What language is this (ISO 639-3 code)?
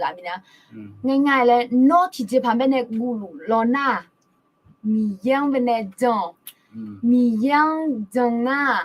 ahk